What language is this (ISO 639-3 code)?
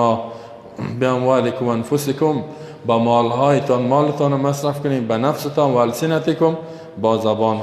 fas